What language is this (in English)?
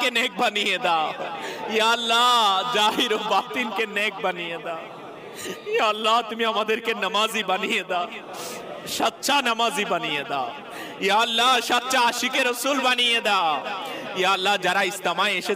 Bangla